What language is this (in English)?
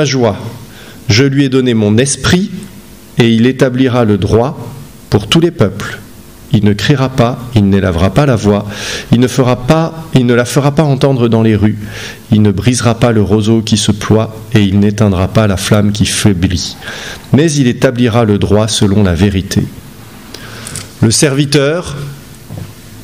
French